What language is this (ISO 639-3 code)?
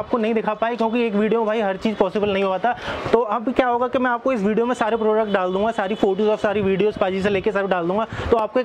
hin